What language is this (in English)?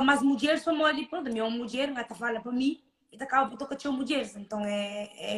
Kabuverdianu